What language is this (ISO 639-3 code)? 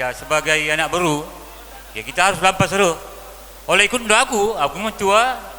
btx